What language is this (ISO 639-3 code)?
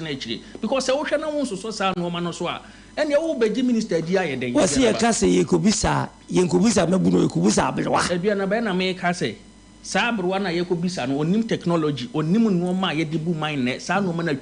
aka